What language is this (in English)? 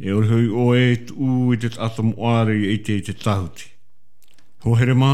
Tahitian